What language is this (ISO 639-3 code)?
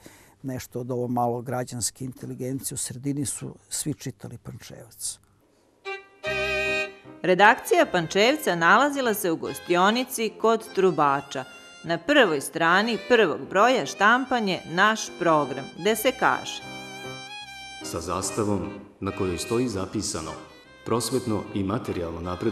srp